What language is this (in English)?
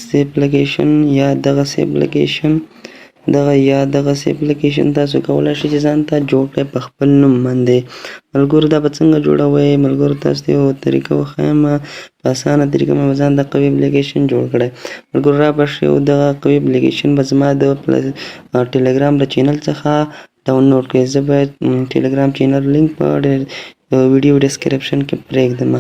Pashto